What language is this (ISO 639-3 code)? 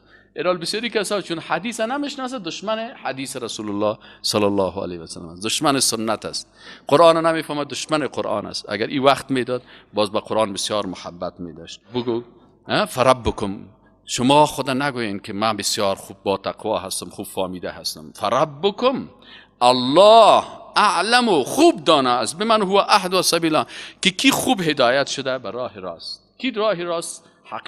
fas